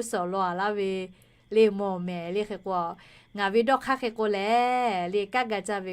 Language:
Lahu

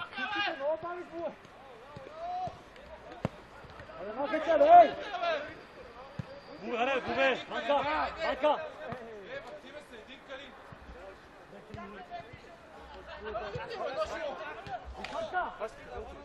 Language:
Bulgarian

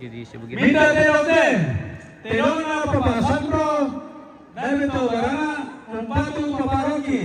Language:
Toraja-Sa'dan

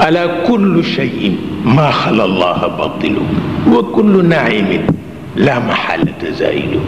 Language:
Wolof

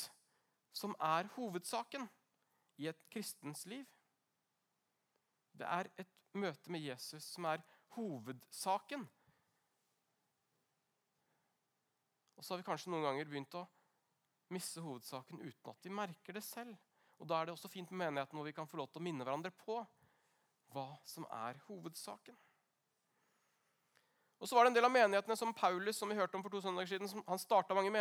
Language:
Norwegian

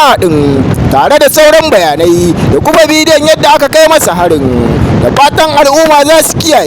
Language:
Hausa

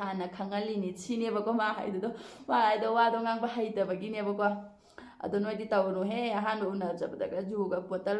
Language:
Manipuri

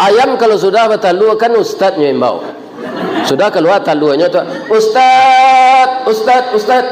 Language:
Minangkabau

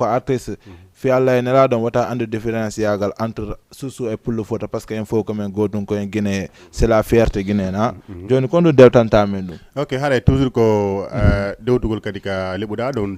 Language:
Fula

